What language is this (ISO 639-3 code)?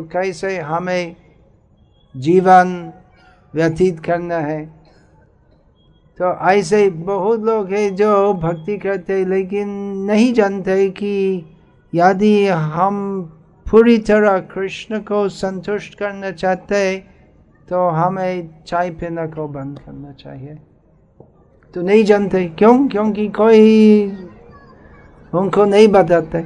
hin